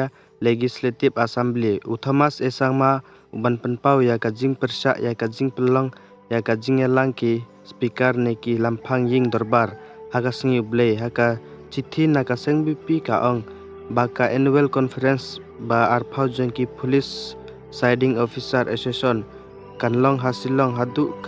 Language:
Khasi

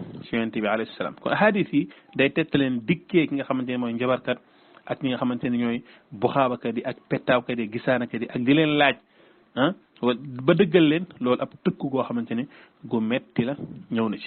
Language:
Wolof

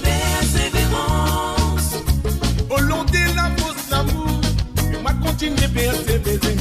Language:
Morisyen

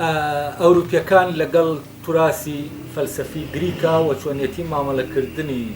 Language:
Central Kurdish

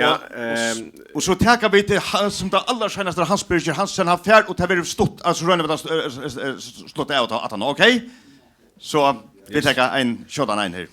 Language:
Faroese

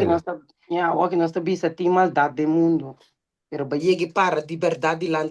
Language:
Papiamento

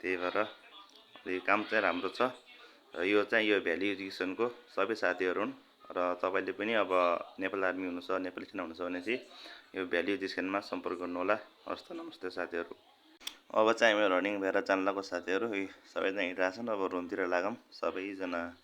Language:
Nepali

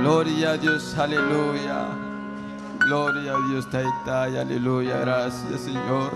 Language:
Ayacucho Quechua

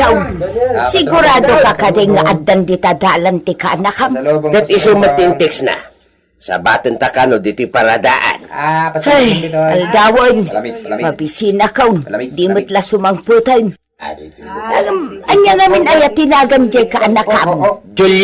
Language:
Iloko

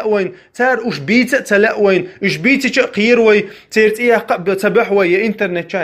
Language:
Chechen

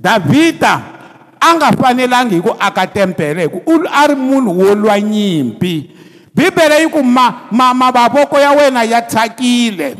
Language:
Tsonga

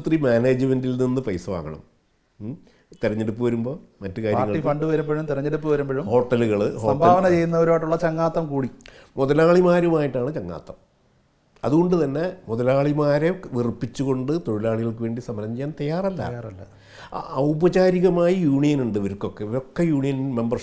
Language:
Malayalam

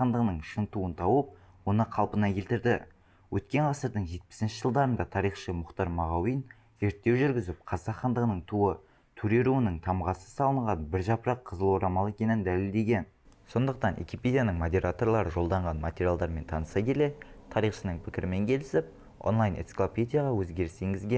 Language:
Kazakh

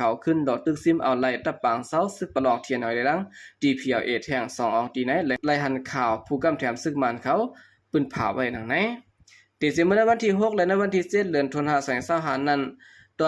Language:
Shan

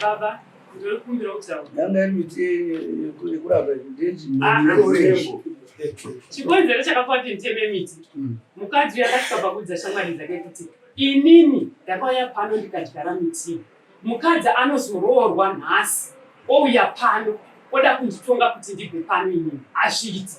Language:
Shona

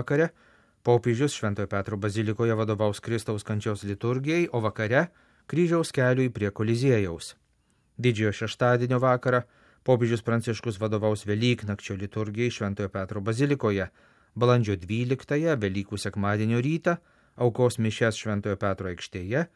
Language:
Lithuanian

